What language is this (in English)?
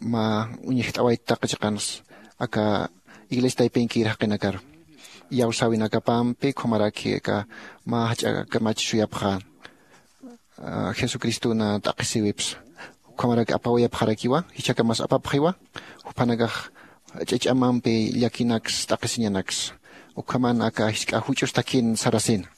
Aymara